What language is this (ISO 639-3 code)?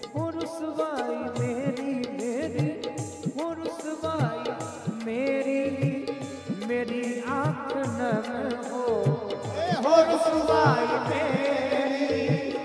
hin